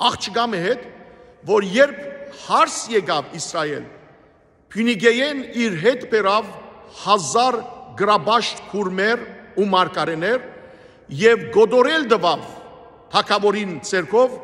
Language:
Armenian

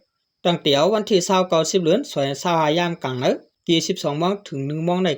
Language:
Shan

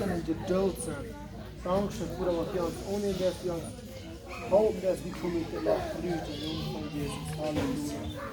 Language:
Plautdietsch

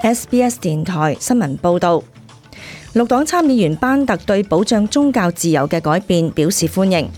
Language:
Cantonese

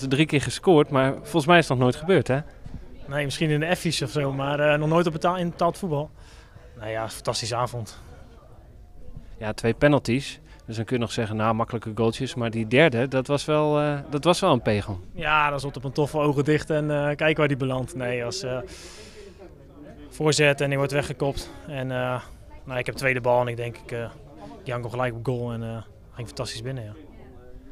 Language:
Dutch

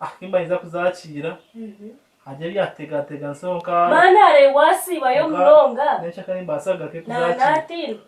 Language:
Nyankole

